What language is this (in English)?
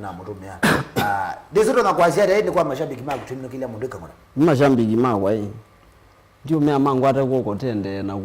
Kamba